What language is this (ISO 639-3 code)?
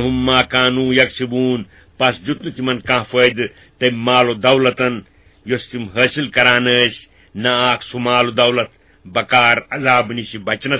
kas